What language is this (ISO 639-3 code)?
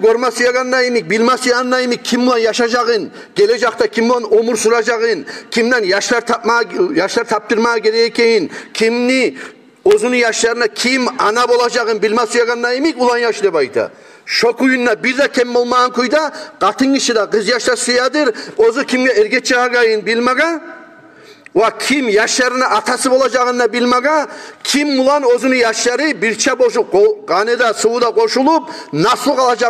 kum